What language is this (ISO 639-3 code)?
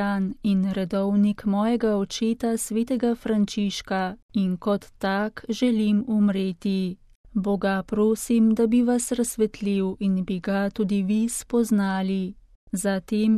slv